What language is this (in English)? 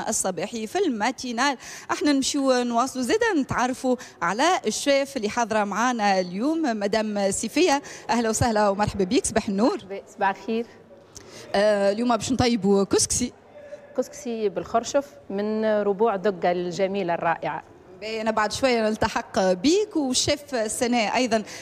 Tunisian Arabic